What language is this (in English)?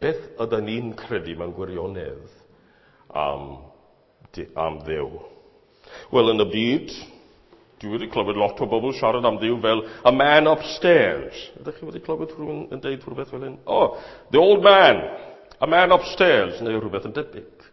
Welsh